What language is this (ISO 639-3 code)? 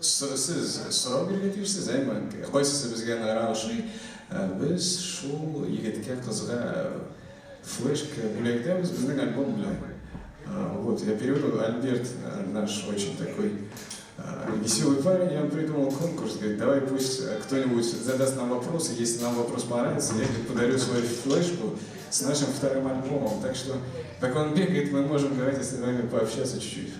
tat